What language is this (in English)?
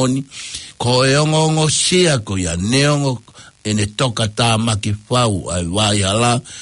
Tongan